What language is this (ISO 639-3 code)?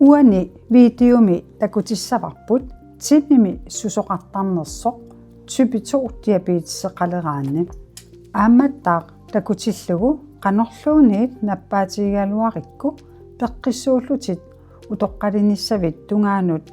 kal